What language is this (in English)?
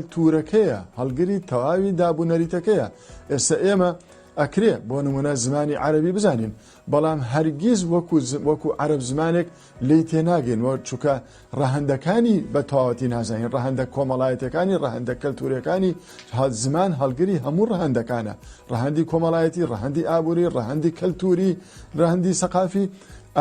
Central Kurdish